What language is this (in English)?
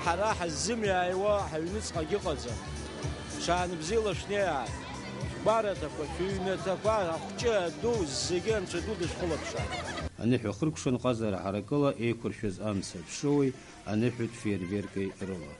Abkhazian